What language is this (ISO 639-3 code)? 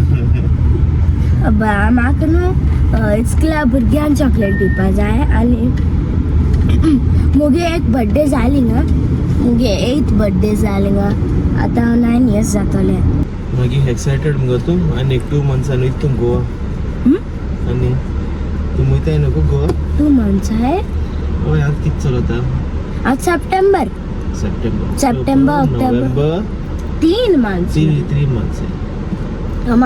kok